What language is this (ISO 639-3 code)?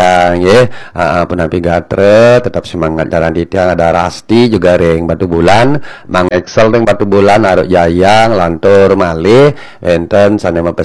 ban